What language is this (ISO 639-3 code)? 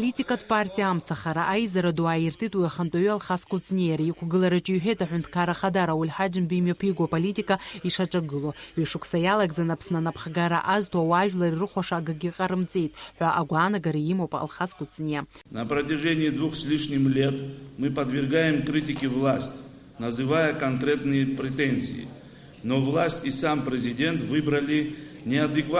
abk